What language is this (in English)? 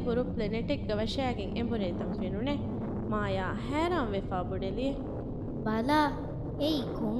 Divehi